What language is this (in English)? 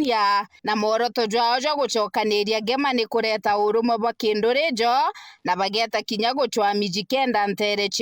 Meru